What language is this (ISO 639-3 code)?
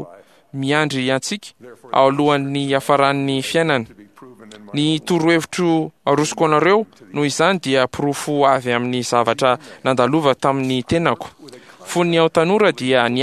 mlg